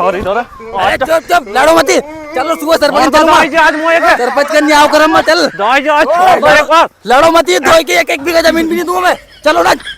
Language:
Rajasthani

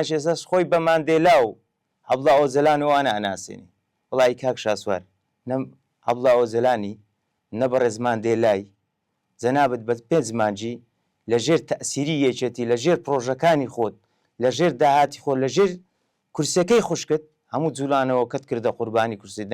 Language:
Central Kurdish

